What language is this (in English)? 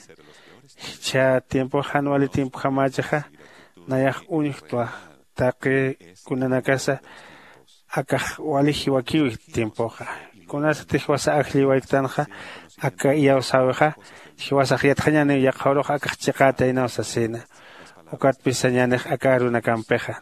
Aymara